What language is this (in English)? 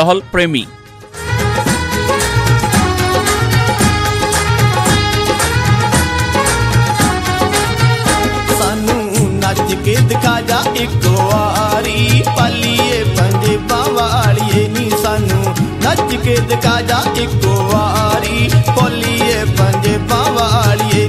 Punjabi